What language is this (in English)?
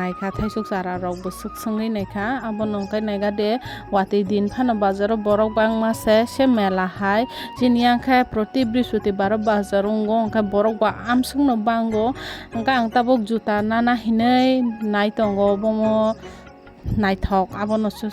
Kok Borok